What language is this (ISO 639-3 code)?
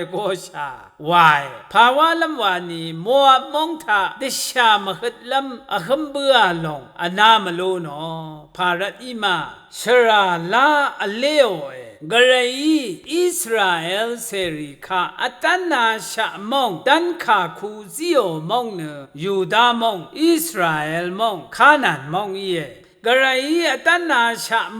raw